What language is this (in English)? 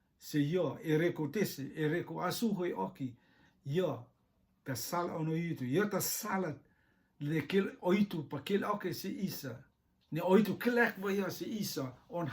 Rotuman